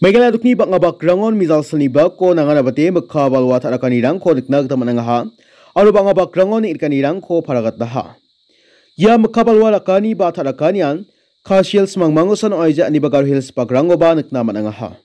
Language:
Garo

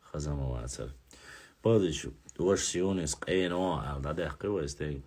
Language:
Chechen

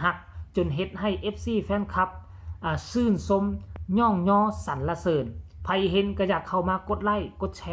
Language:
Northeastern Thai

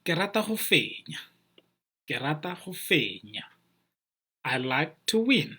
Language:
Tswana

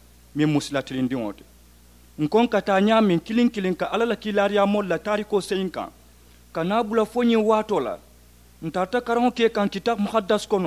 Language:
Mandingo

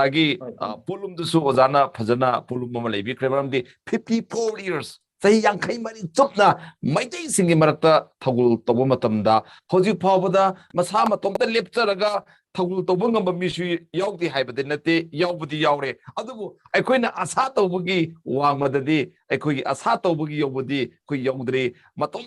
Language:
Manipuri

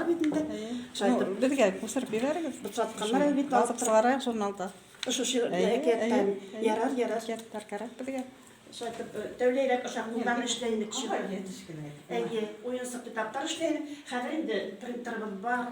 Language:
Bashkir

